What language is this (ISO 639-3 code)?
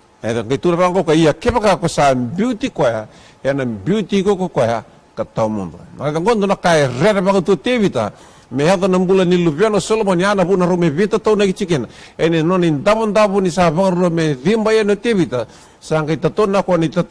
fij